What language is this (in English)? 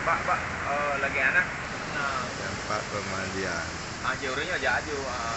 Achinese